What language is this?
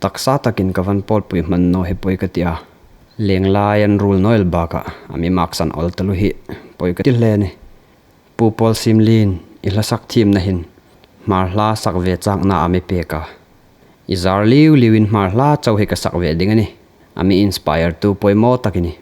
Hmar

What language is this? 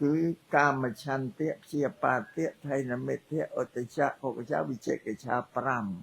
Khmer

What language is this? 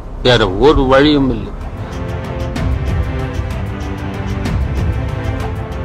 Tamil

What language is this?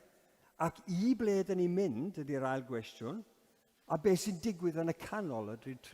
Welsh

